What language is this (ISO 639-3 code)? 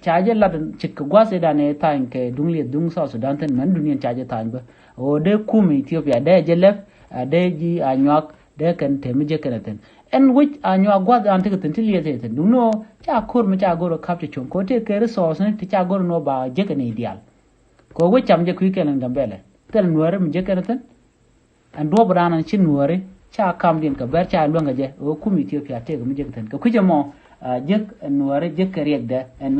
nus